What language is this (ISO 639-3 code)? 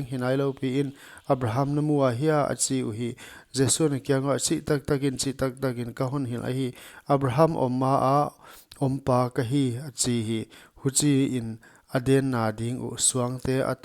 pck